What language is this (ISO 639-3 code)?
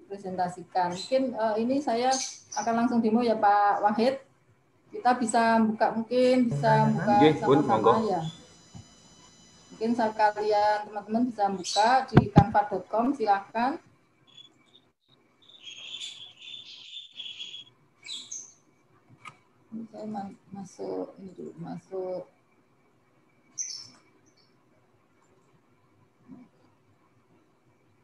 ind